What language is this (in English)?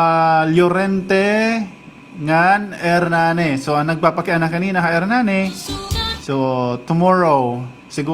Waray